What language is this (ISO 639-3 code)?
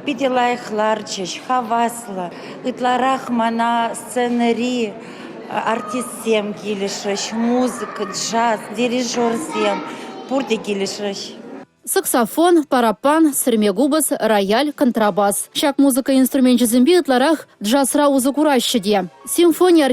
chv